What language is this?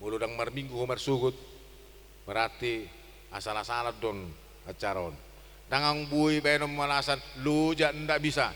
Batak Toba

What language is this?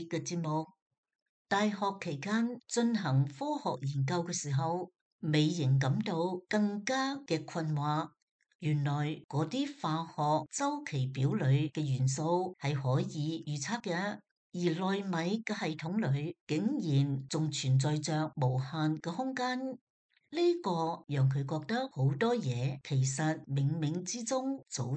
Cantonese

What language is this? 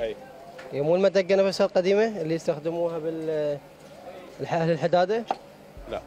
Mesopotamian Arabic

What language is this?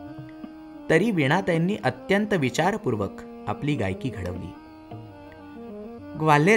Marathi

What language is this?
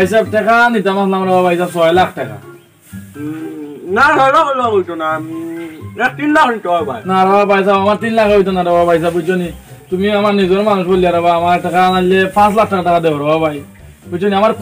Sylheti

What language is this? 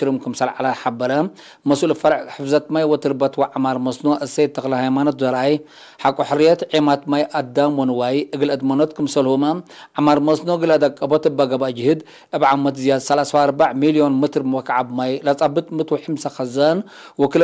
Tigre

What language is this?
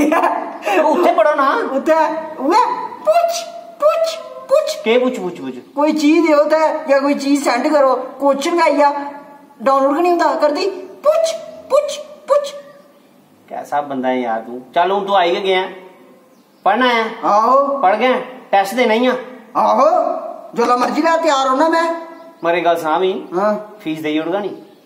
Dogri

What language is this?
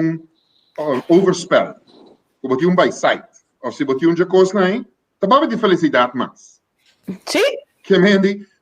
Papiamento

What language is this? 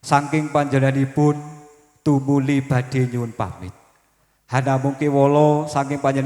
Javanese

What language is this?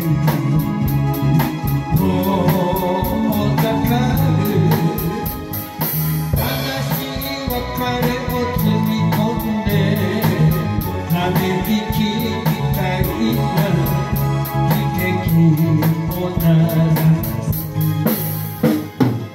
Japanese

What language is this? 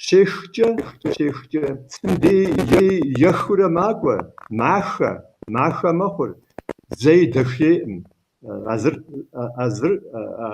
Kabardian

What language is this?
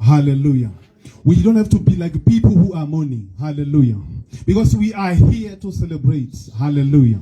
Tswana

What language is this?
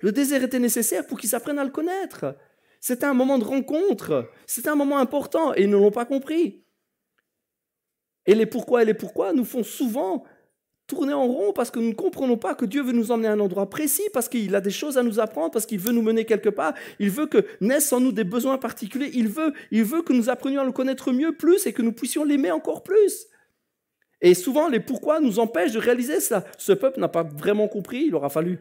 French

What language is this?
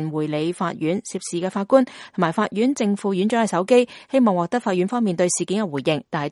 Cantonese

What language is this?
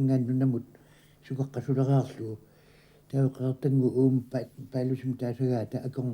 Kalaallisut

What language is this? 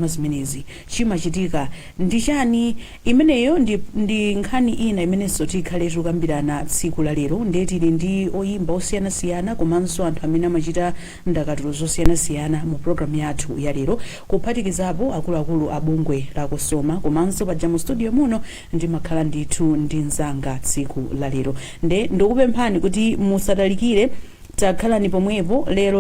Nyanja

